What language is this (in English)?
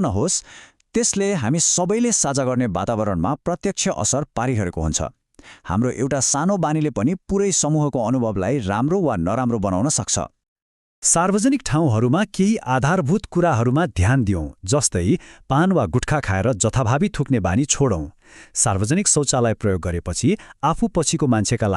Nepali